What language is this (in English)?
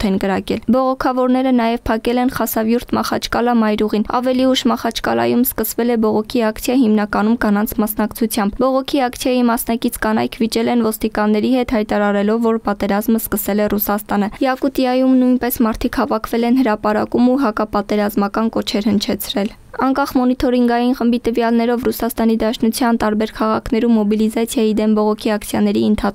Armenian